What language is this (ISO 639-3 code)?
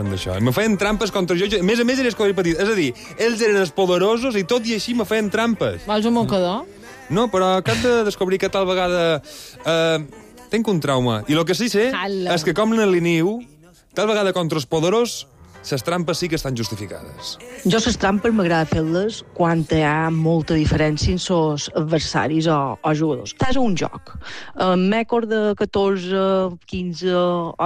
cat